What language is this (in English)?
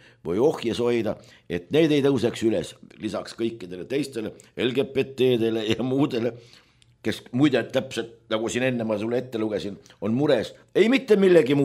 Estonian